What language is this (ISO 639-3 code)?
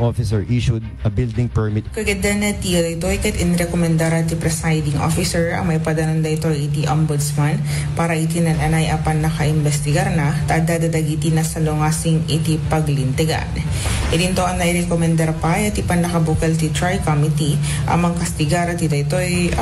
ilo